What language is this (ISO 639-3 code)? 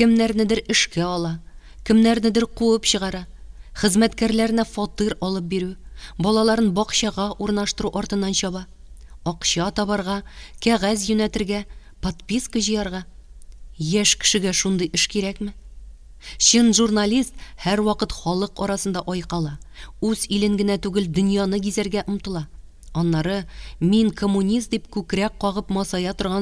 tat